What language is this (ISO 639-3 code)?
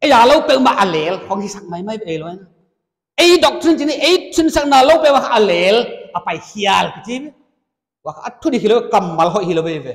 pck